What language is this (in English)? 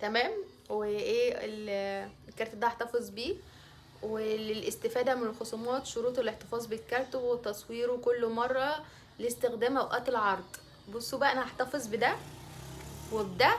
Egyptian Arabic